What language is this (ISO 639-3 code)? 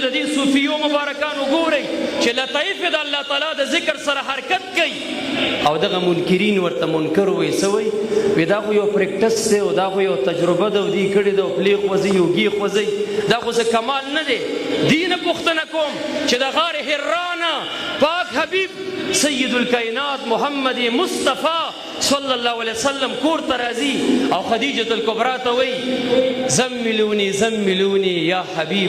pus